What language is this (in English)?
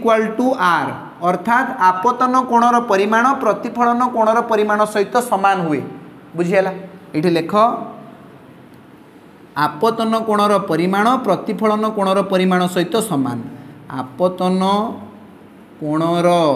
Odia